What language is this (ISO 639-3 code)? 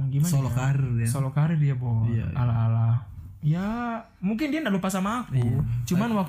ind